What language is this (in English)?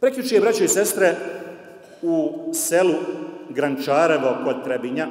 Bosnian